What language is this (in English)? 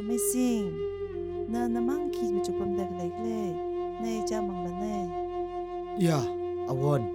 Tangkhul Naga (India)